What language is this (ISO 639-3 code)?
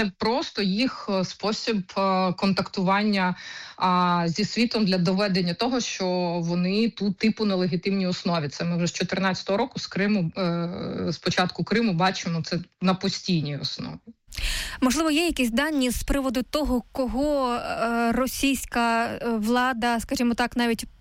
ukr